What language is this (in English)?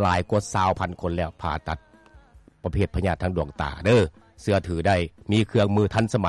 Lao